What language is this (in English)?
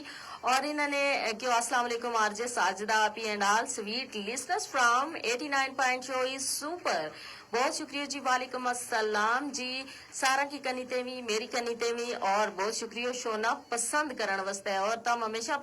Gujari